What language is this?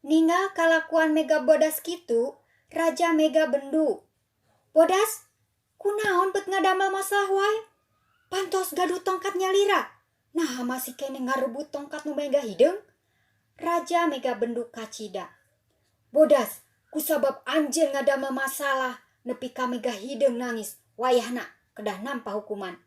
Sundanese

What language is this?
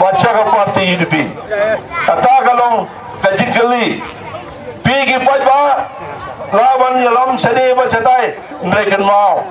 Khasi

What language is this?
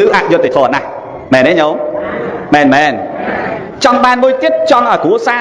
Khmer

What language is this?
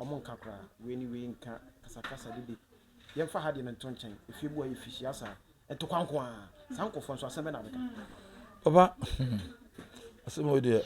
Akan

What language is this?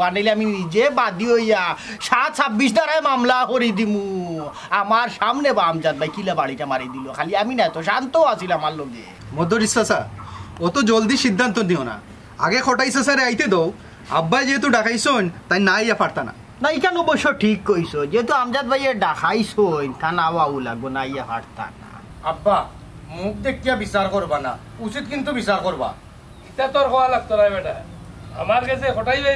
Sylheti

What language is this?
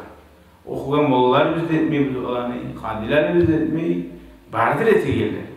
Kumyk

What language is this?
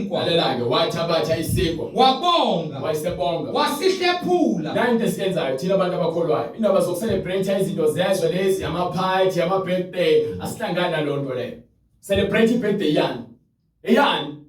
Zulu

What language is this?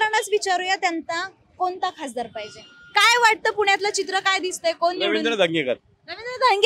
Marathi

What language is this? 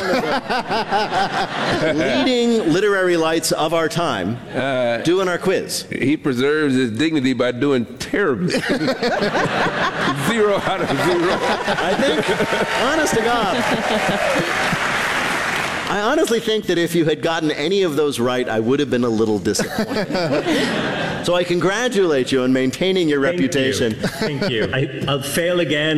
English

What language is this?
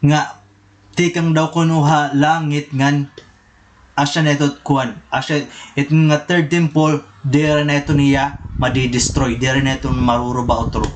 Waray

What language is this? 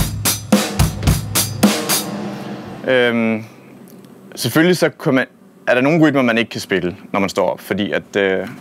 Danish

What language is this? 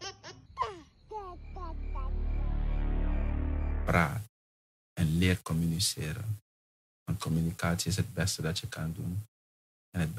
Dutch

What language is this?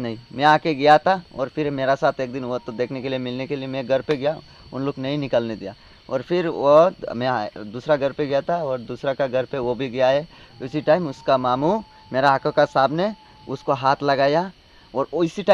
Riang (India)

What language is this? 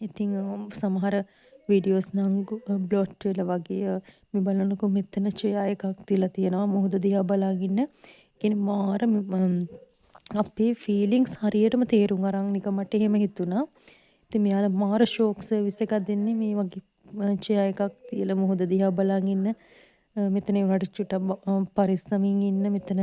Sinhala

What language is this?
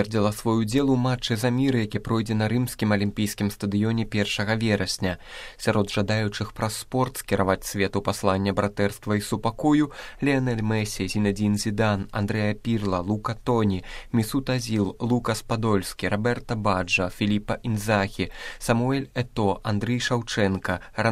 Belarusian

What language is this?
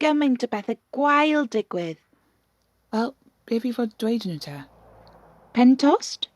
Welsh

